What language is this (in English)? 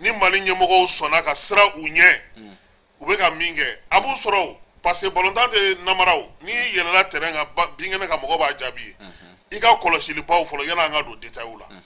Bambara